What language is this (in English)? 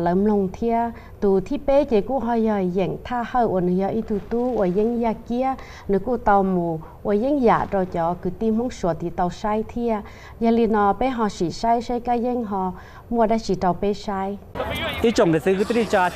Hmong